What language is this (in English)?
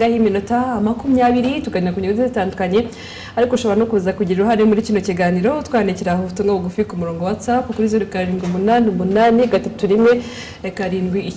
Kinyarwanda